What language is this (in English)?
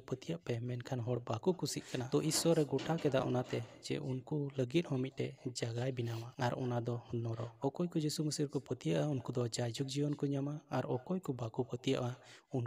Santali